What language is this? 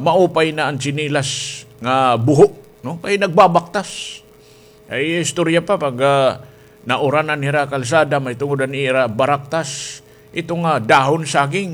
Waray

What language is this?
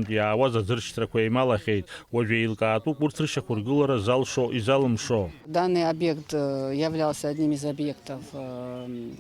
Abkhazian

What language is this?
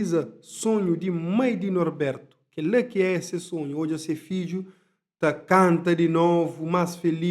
Kabuverdianu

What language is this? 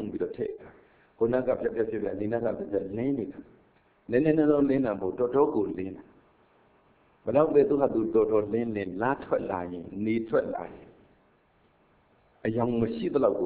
Burmese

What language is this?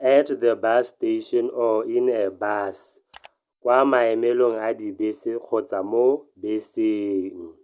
Tswana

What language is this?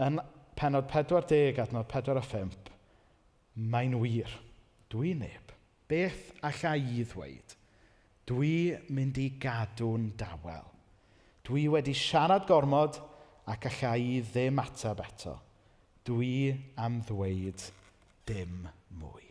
Welsh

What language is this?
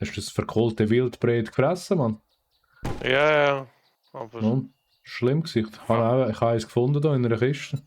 Swiss German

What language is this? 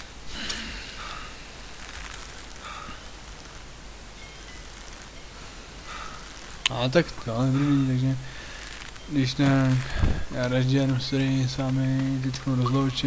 Czech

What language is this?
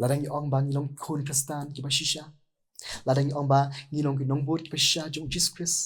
Khasi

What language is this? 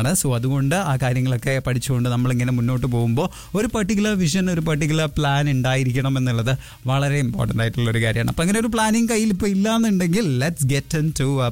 Malayalam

